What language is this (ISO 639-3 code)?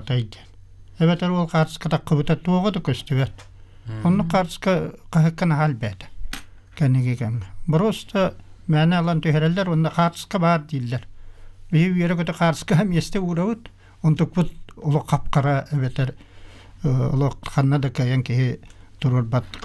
sah